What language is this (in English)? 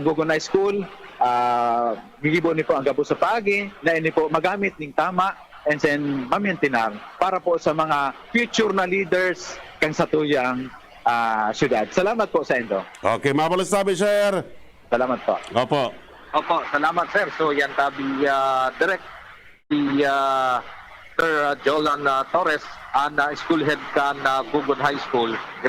Bikol